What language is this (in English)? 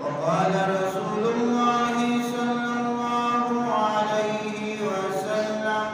Baluchi